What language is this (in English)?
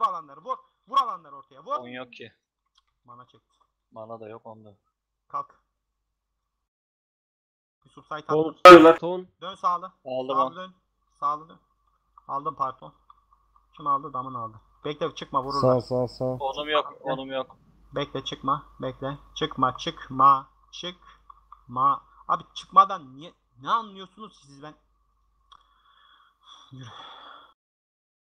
Turkish